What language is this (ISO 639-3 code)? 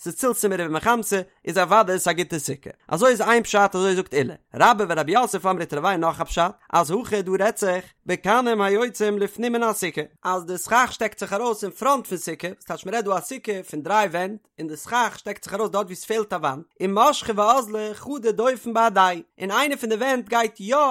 yid